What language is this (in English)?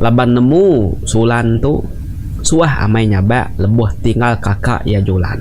Iban